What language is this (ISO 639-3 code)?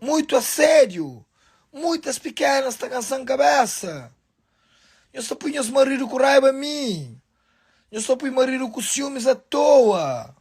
kea